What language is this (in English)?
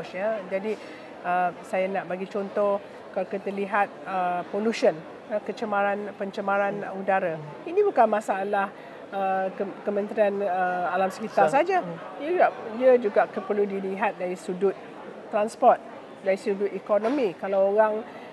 Malay